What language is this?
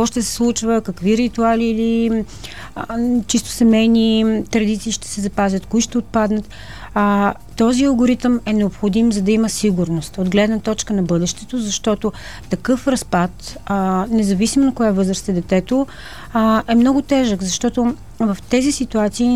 Bulgarian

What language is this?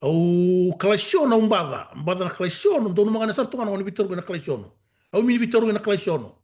Fijian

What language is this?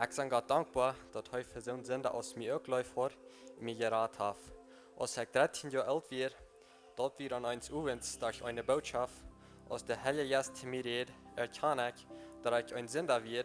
Plautdietsch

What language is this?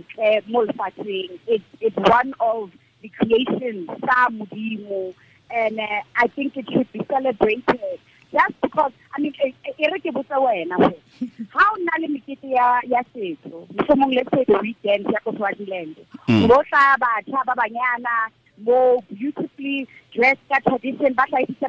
Tswana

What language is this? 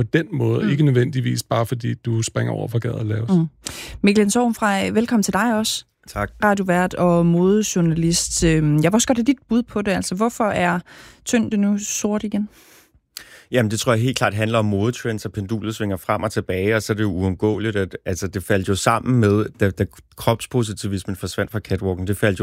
Danish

